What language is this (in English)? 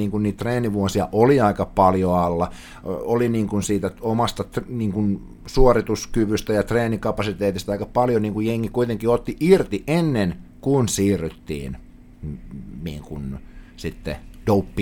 Finnish